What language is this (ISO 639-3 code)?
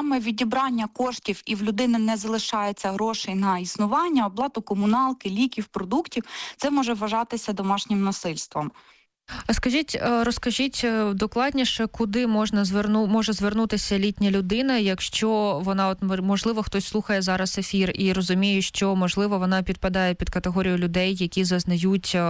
ukr